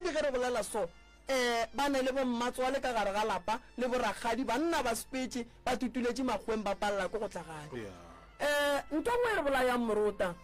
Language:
Northern Sotho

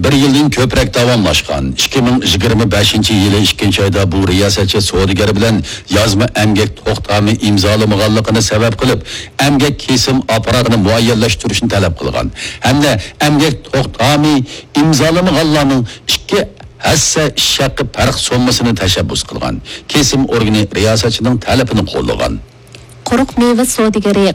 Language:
Uyghur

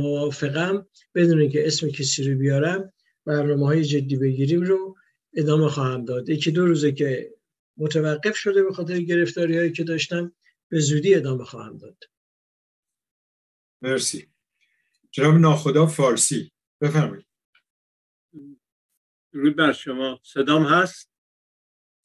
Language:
Persian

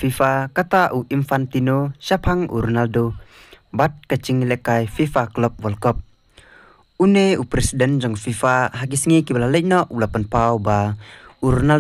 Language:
Khasi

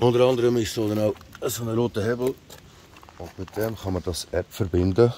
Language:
Swiss German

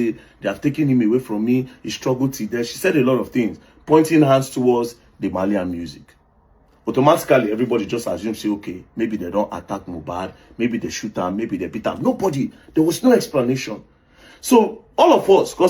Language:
Nigerian Pidgin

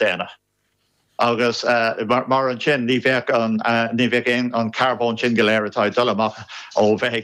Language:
Irish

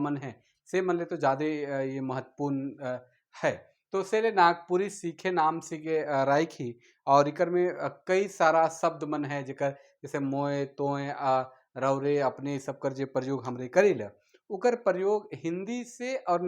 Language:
Sadri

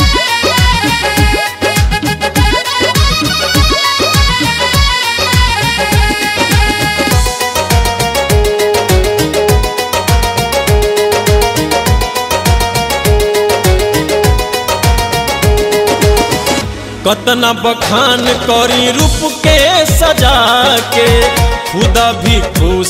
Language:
Bhojpuri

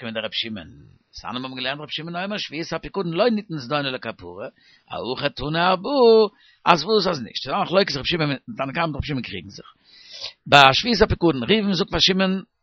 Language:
Yiddish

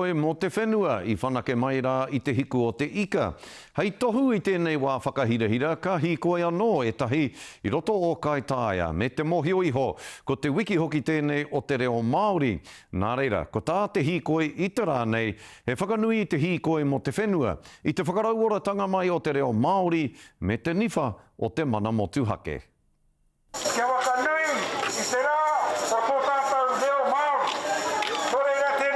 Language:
Māori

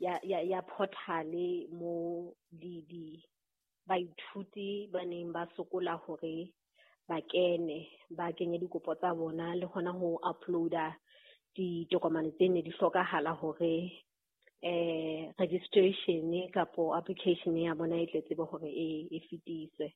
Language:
Southern Sotho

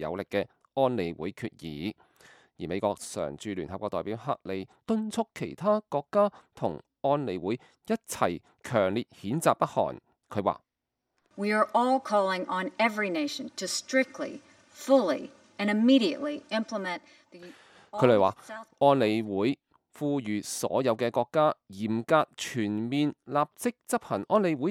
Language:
Cantonese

